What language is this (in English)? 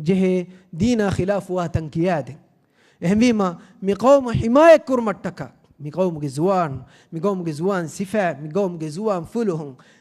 Divehi